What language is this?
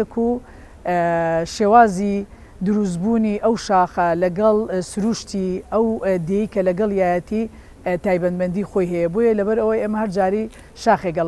Central Kurdish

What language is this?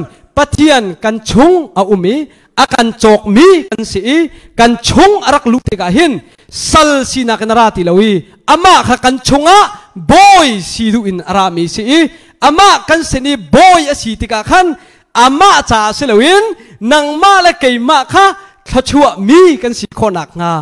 Hakha Chin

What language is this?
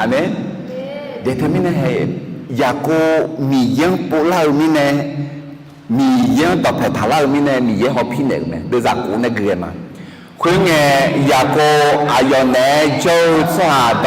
Akha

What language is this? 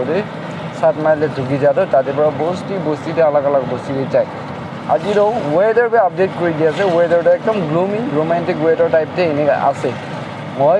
Naga Pidgin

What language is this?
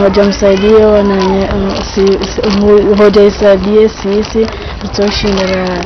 Ngazidja Comorian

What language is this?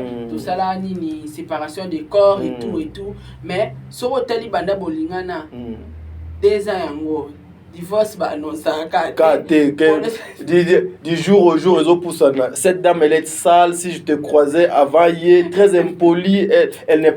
Lingala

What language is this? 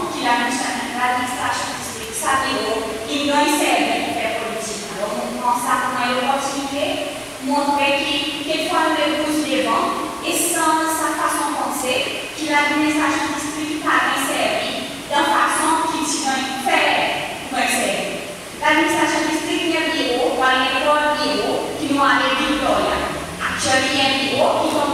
Seselwa Creole French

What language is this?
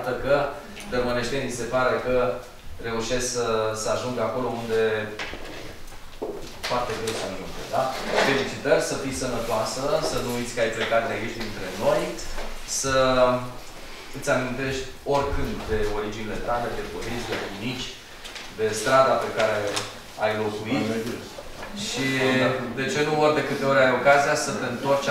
Romanian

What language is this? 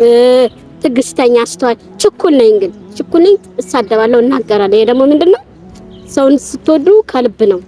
Amharic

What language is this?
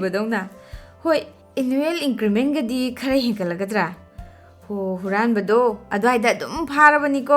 Manipuri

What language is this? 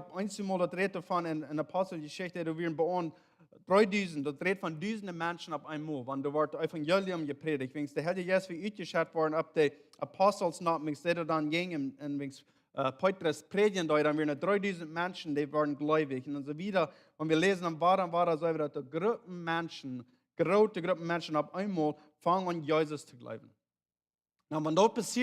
Plautdietsch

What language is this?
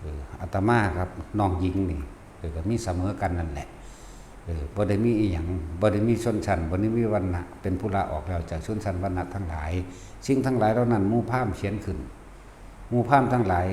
Northeastern Thai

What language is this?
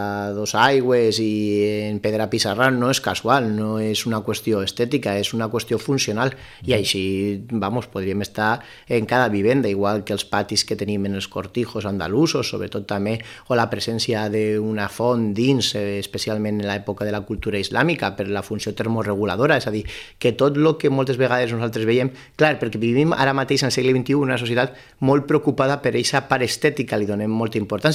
Catalan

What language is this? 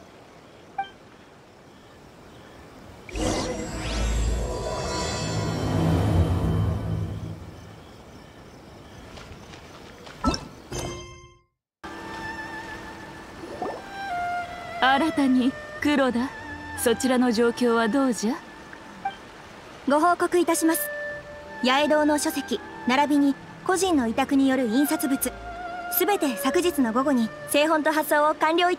Japanese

